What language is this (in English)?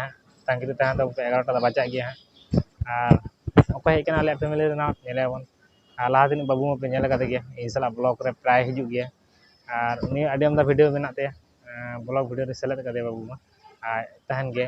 Santali